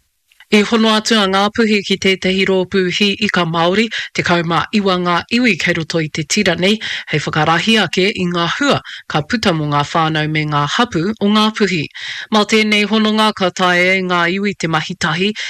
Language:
Māori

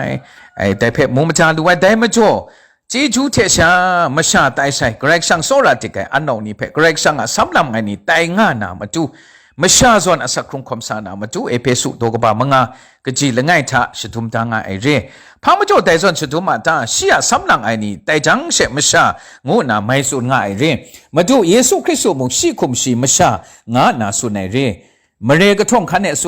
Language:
Kachin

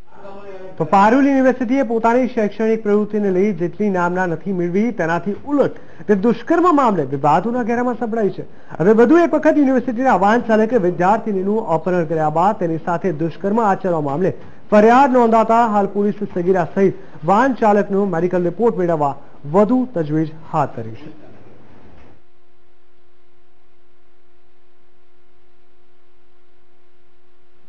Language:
Gujarati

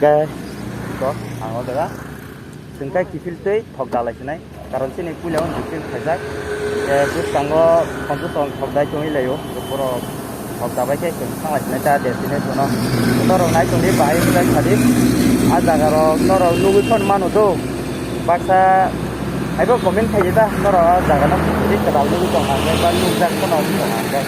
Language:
Kok Borok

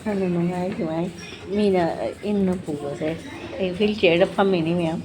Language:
Manipuri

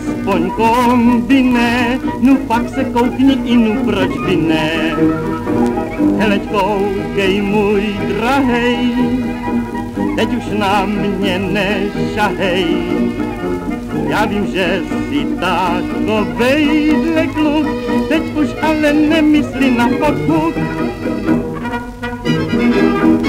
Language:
Czech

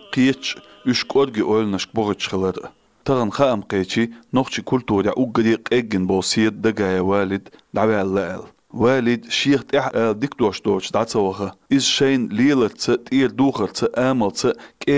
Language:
Chechen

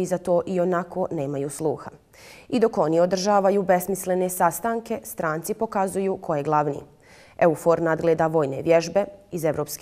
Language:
Bosnian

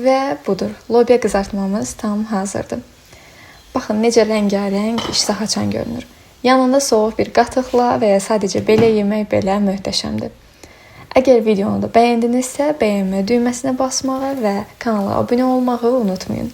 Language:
Azerbaijani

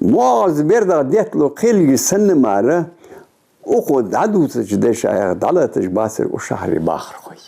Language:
Ingush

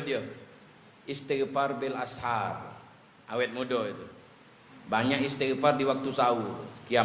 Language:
Musi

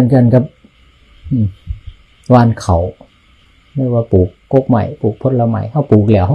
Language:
Northeastern Thai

